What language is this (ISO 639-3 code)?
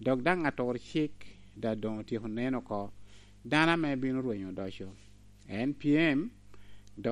laj